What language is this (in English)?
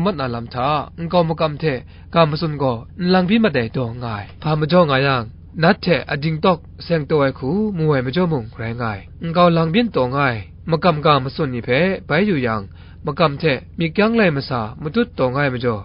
Kachin